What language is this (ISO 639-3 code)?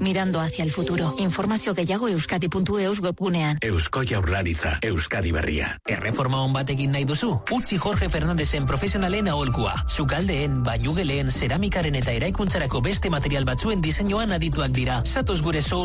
eus